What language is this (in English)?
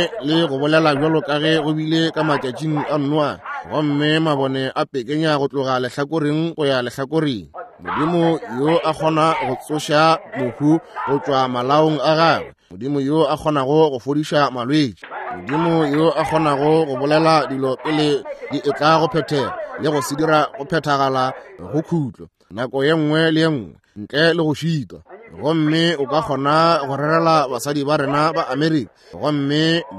Northern Sotho